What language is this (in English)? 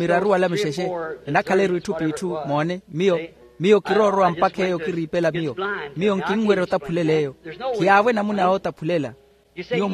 Makhuwa